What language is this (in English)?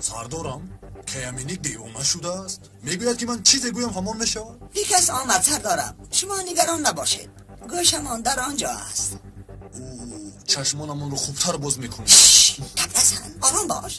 Tajik